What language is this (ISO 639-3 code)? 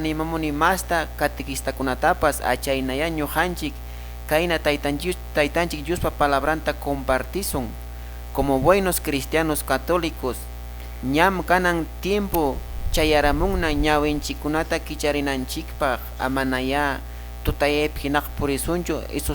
que